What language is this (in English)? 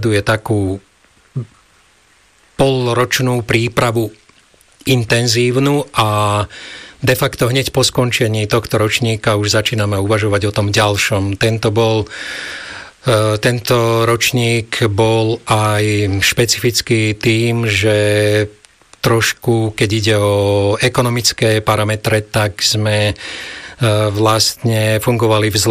Slovak